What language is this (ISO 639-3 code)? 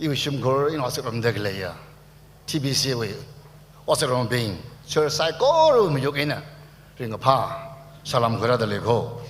nmf